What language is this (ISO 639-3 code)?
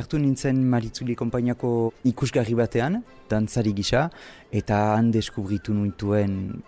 eus